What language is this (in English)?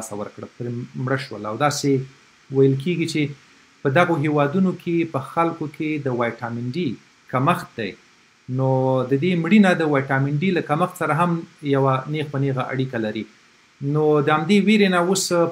Pashto